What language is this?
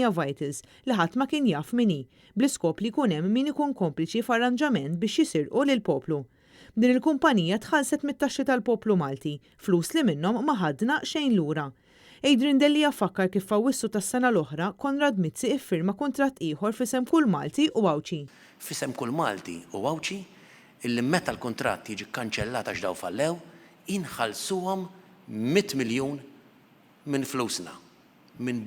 Maltese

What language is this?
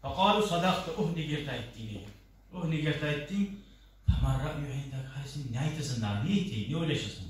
Kumyk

